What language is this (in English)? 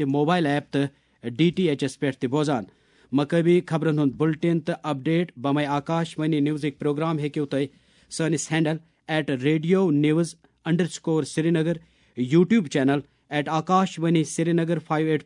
Kashmiri